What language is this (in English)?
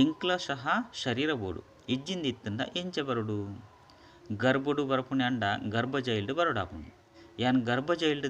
Tulu